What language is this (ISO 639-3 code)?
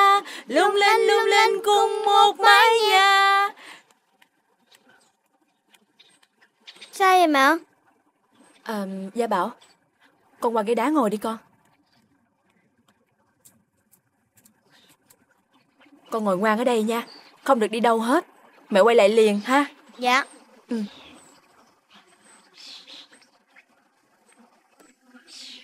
vie